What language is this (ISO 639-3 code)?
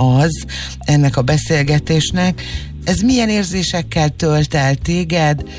hun